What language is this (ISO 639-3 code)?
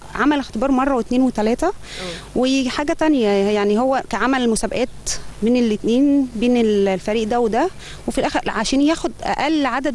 arz